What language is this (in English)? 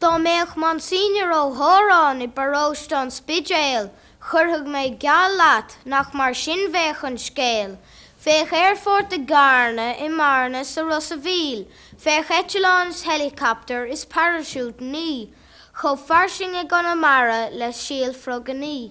Irish